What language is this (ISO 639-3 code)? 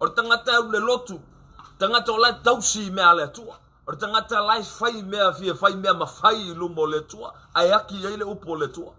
smo